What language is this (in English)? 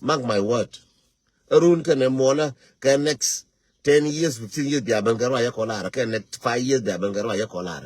Nuer